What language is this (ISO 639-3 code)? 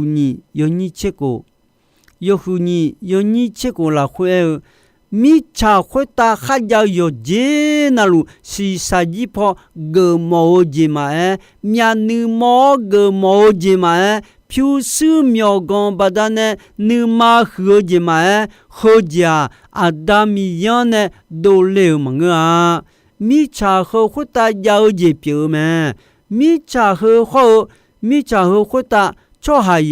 ahk